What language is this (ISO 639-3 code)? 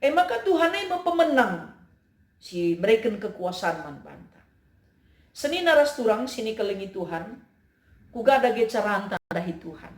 btx